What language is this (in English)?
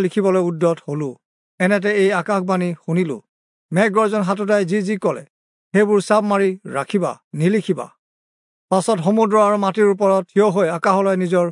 Assamese